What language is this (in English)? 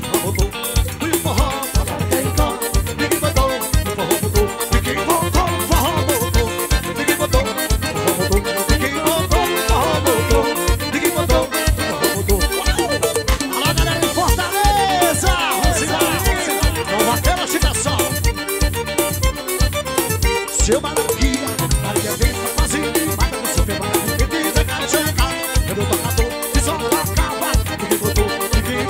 Portuguese